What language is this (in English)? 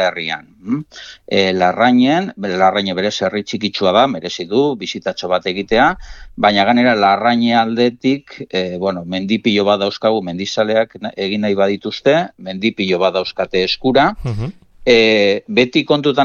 Basque